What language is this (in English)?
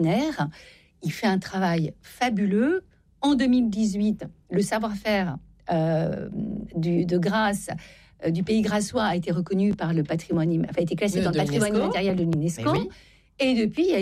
French